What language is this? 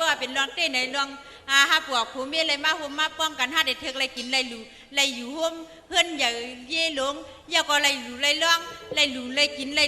Shan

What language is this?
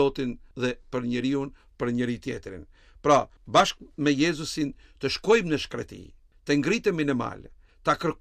Albanian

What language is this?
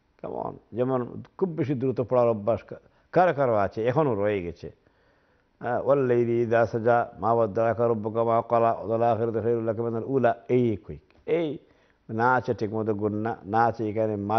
Bangla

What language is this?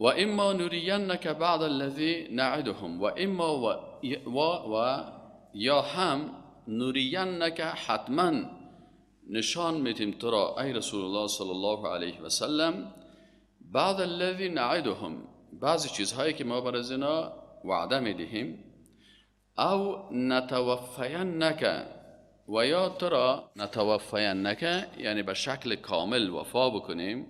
Persian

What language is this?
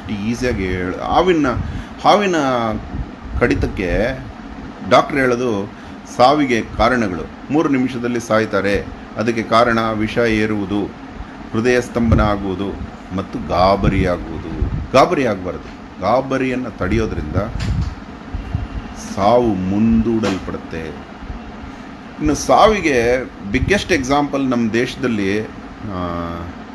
Kannada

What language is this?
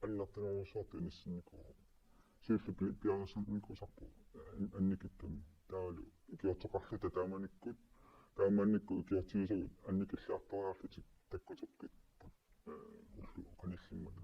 Kalaallisut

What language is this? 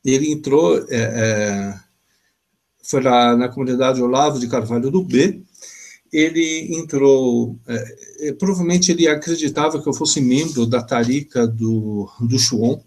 Portuguese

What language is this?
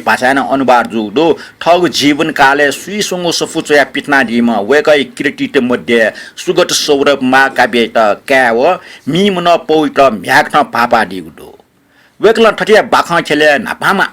Newari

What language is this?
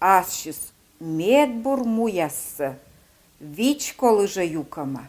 Komi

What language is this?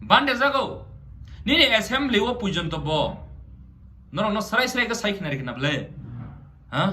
Kok Borok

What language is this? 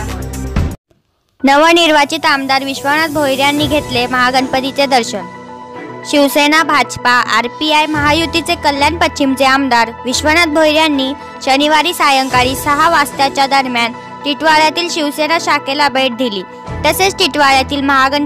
Marathi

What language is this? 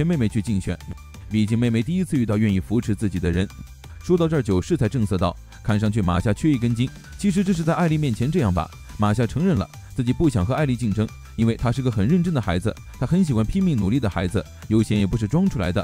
Chinese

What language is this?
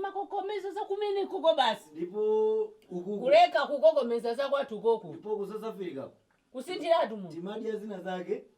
Nyanja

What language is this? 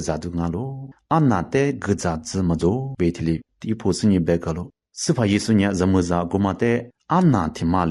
Lisu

